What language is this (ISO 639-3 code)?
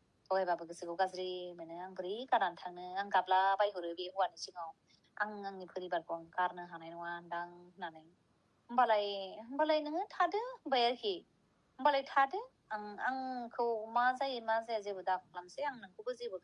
brx